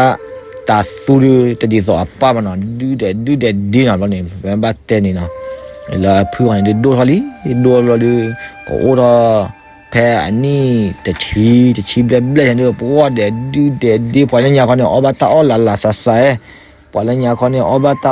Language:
S'gaw Karen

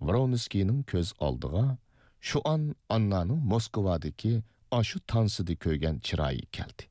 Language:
Uyghur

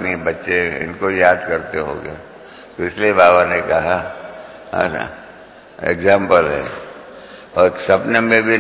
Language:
Hindi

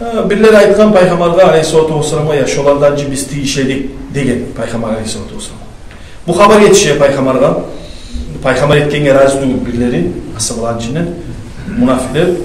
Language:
Kumyk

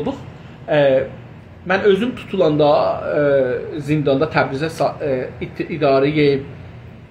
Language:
South Azerbaijani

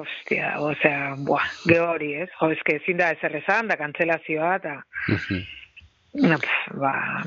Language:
Basque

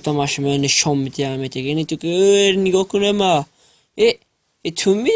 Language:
Tajik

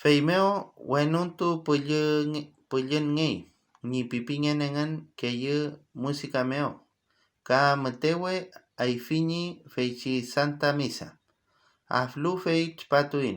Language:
Mapuche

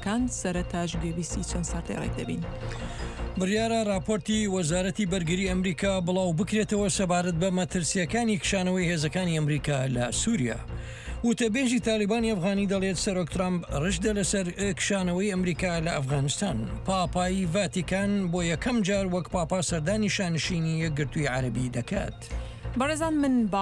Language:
Central Kurdish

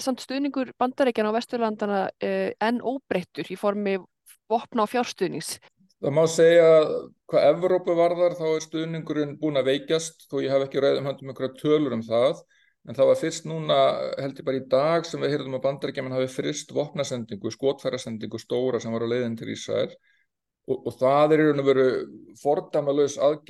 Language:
Icelandic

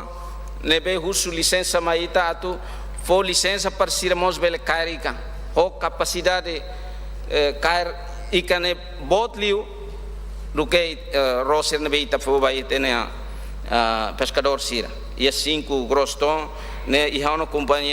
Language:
Tetum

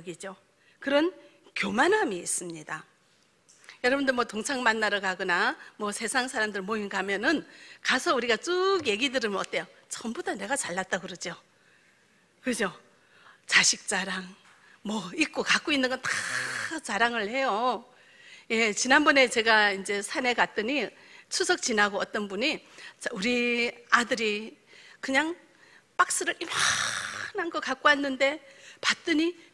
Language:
Korean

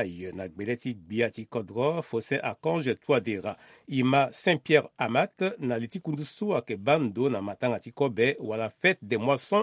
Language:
Sango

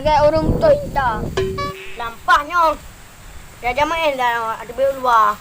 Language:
Achinese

